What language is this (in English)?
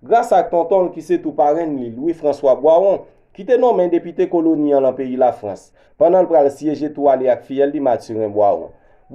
Haitian Creole